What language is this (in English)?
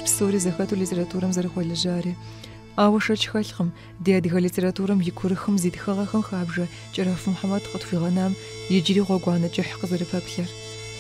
Kabardian